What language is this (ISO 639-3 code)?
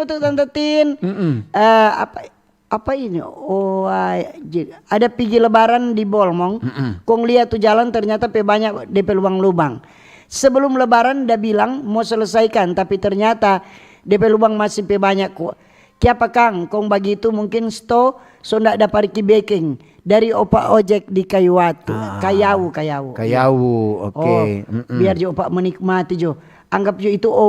xmm